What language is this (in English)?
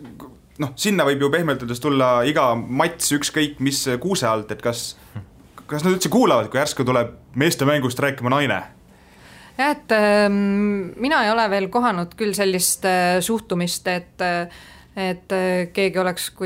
Estonian